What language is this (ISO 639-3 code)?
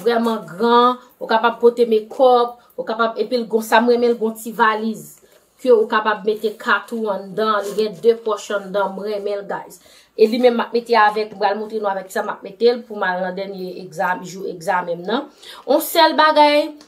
hat